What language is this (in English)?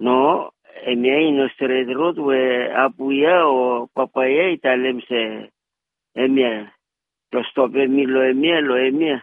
Bislama